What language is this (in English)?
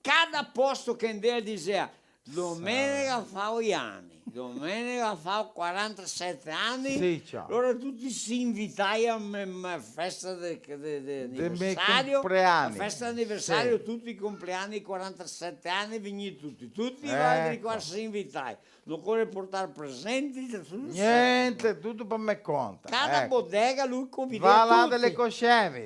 Venetian